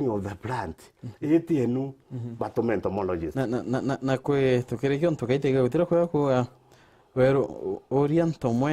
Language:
Meru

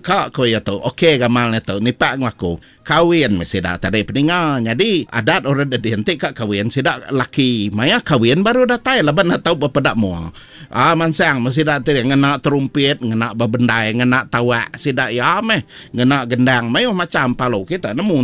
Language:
Iban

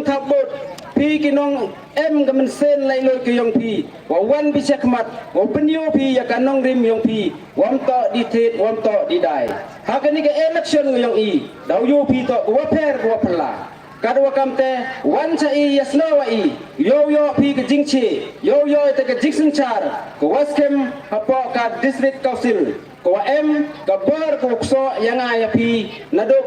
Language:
Pnar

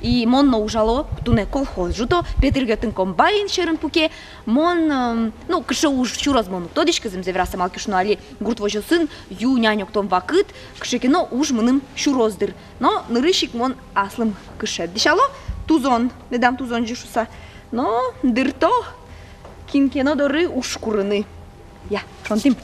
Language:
Udmurt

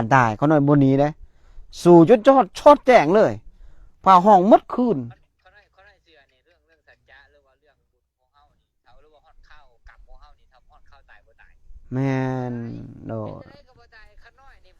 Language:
Northeastern Thai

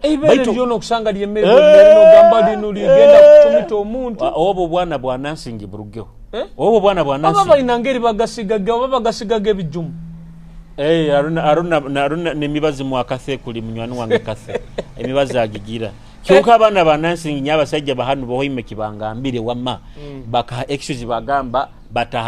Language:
Nyoro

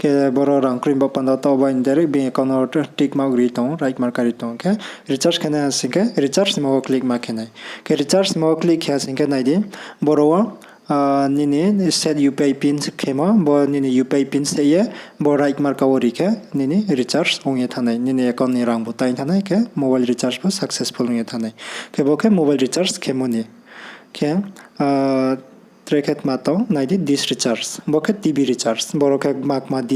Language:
Riang (India)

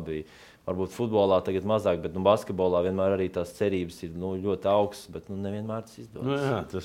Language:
Latvian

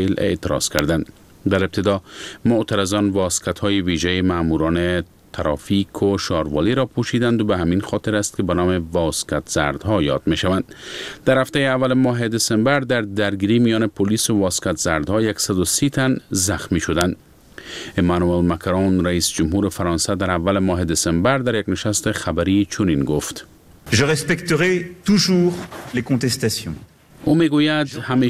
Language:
Persian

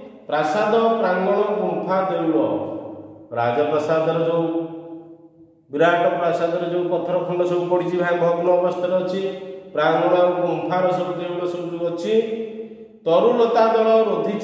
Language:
Odia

